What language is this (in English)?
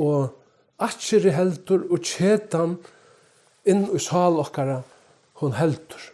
Faroese